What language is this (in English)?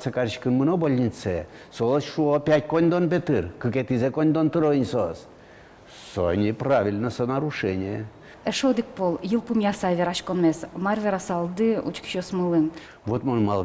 Udmurt